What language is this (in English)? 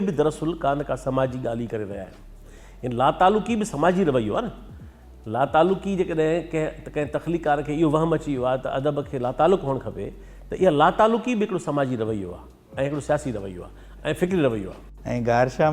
Sindhi